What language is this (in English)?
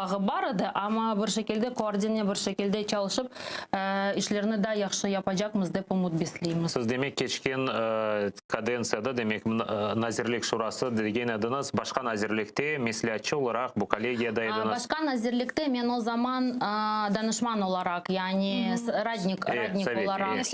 Crimean Tatar